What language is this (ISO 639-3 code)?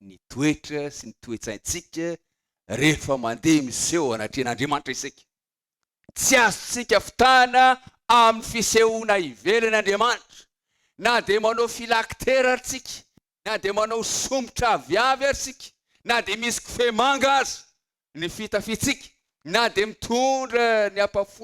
mlg